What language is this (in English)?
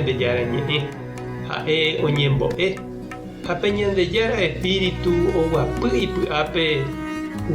Guarani